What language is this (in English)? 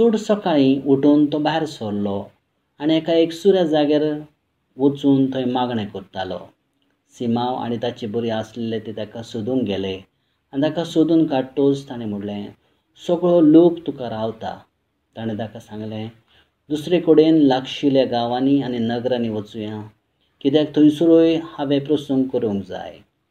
Konkani